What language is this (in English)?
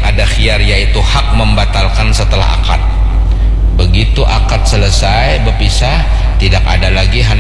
Banjar